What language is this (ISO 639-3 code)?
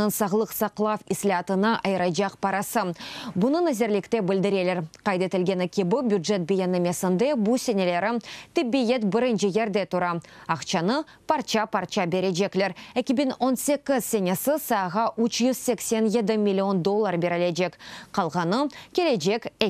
crh